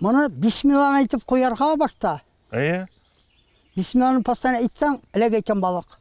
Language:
Tatar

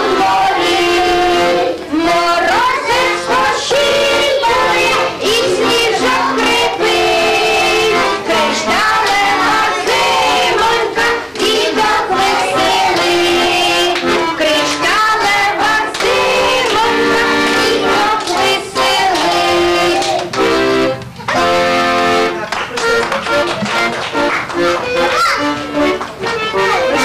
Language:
Ukrainian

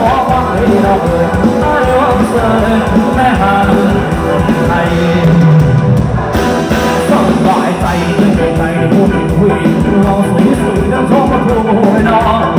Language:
Thai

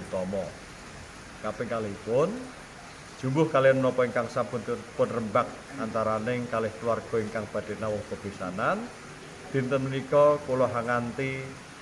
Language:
Javanese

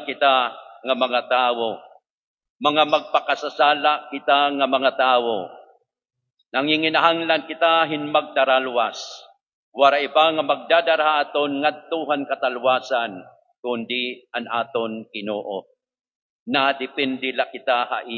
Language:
Waray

